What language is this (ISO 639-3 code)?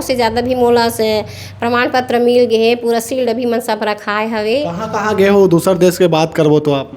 hne